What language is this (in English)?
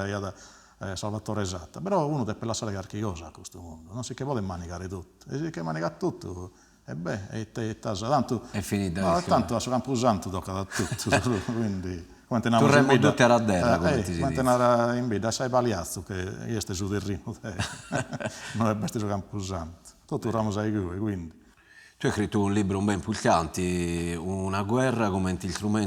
Sardinian